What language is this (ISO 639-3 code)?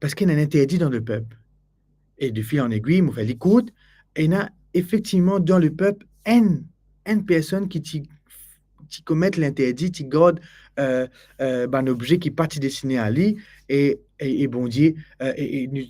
mfe